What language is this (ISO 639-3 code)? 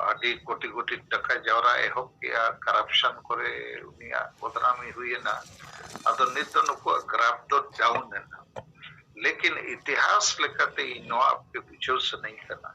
sat